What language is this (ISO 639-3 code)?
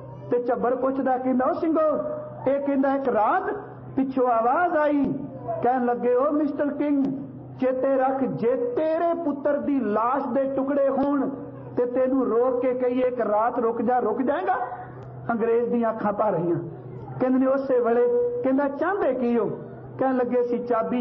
pan